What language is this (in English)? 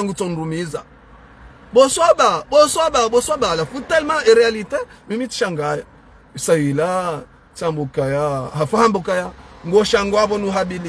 Ngazidja Comorian